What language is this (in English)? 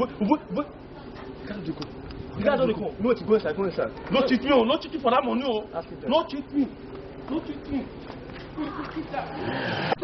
Nigerian Pidgin